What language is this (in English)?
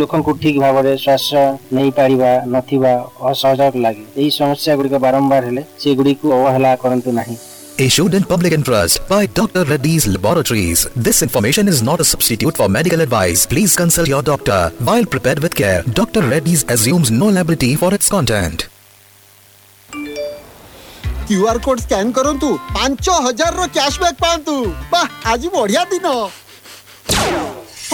Odia